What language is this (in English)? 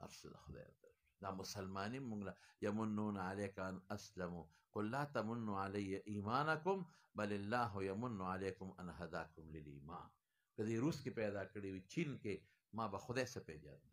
Pashto